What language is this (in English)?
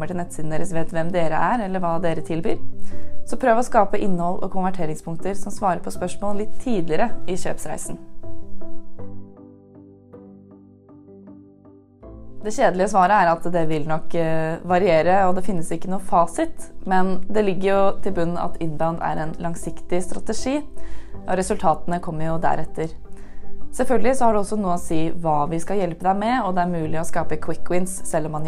Norwegian